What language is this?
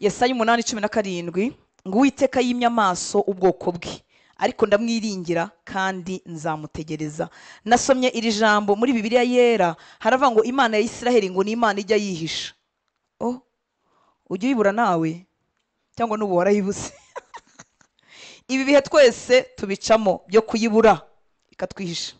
Kinyarwanda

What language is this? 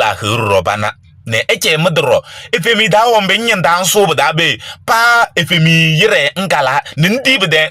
Kabiyè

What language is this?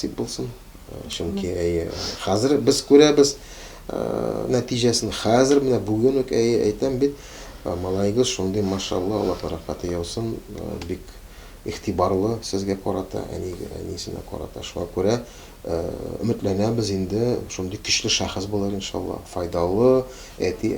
Tatar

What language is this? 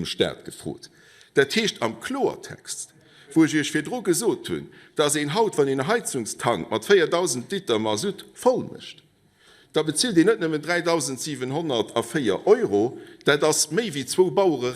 Luxembourgish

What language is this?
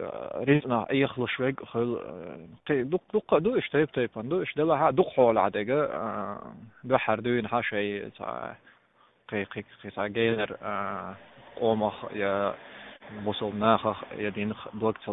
Chechen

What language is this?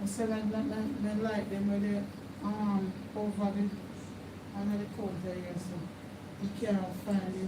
Jamaican Creole English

